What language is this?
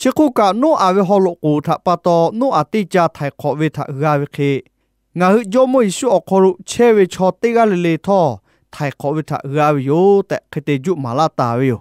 Lahu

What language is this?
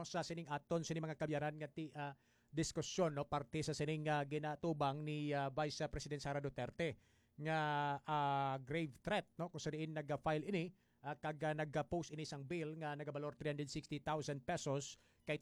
Hiligaynon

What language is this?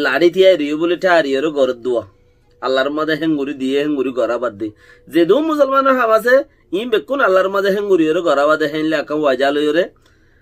Rohingya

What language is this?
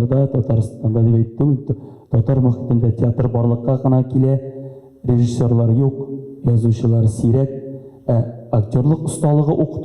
Tatar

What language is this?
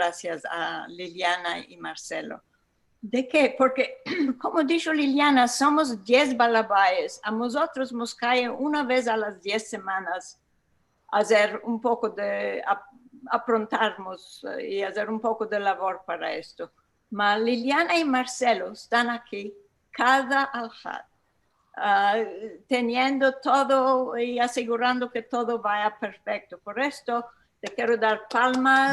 Ladino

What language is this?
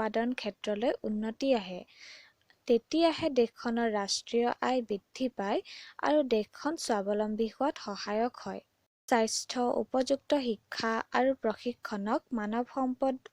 Assamese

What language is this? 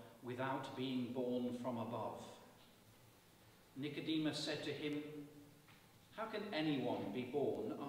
English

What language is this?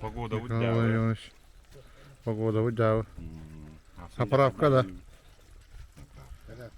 Yakut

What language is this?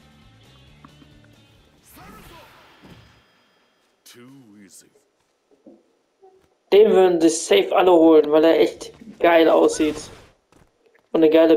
German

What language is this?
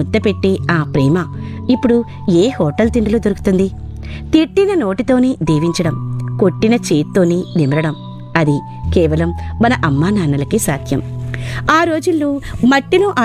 Telugu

